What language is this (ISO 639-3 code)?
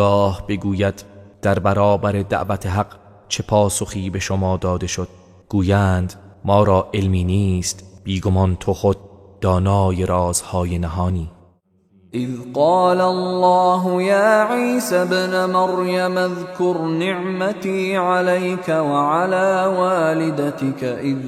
tgk